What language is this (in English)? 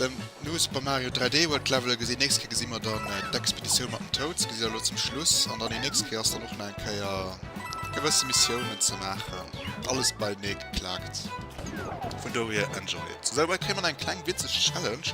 Luxembourgish